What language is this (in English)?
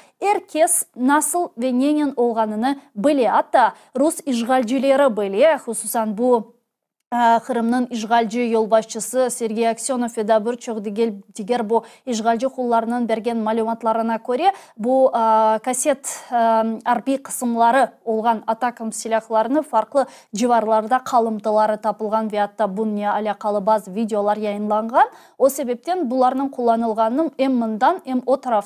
Crimean Tatar